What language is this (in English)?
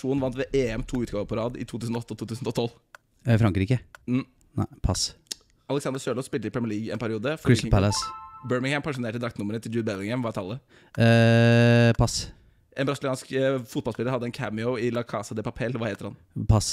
Norwegian